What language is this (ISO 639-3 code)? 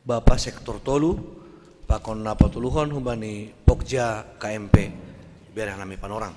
bts